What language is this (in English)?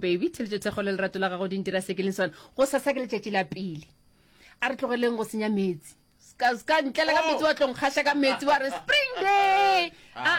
Northern Sotho